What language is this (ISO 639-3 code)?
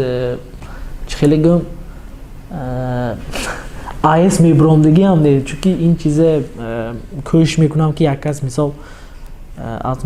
tgk